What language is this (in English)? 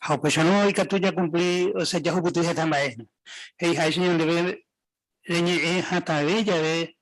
Guarani